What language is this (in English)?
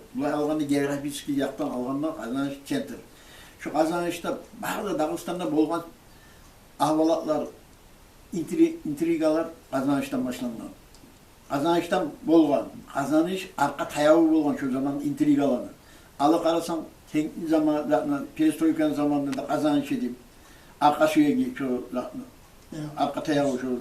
Kumyk